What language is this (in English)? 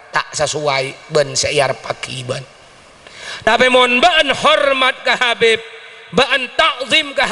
Madurese